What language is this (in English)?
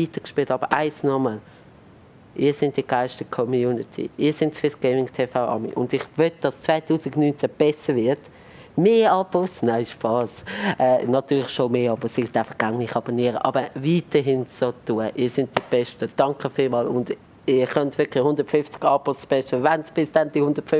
Swiss German